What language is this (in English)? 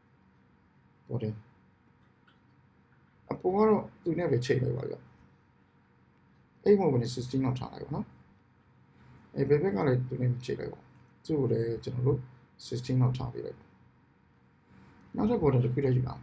Burmese